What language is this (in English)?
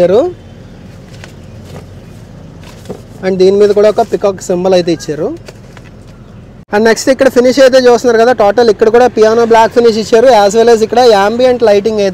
Telugu